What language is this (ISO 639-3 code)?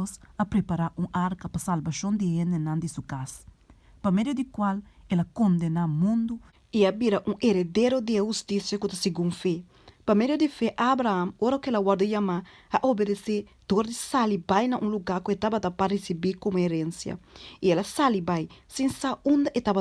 pap